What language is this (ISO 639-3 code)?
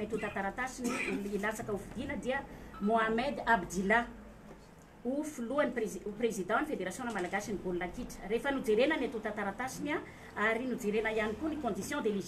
mlg